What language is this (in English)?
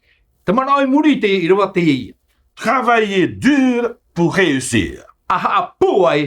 Tahitian